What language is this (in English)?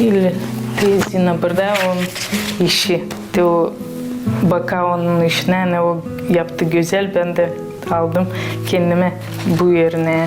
Gagauz